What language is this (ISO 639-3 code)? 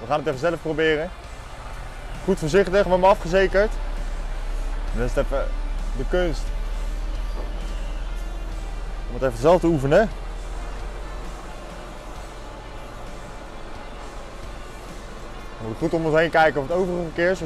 nld